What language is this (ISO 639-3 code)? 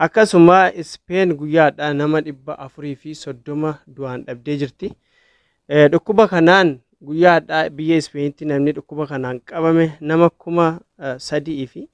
orm